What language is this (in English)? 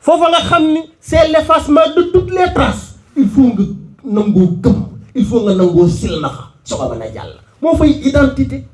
Wolof